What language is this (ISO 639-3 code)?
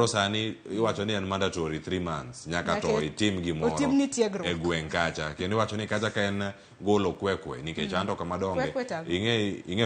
luo